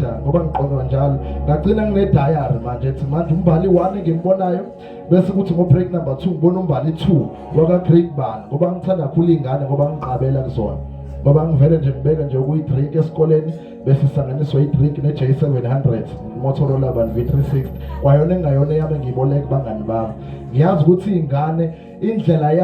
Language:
Zulu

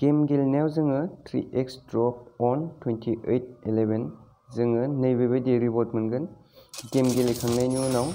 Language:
Bodo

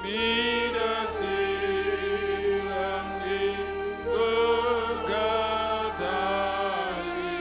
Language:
Batak Toba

